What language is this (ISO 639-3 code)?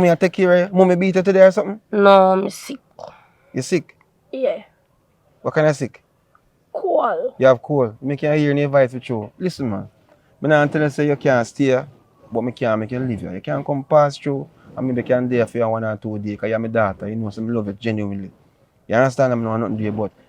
jam